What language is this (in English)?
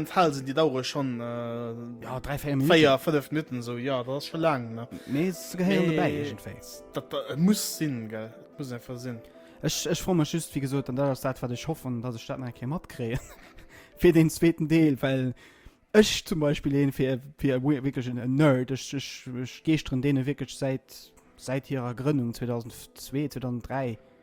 Luxembourgish